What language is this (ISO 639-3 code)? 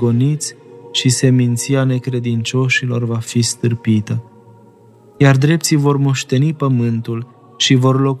ron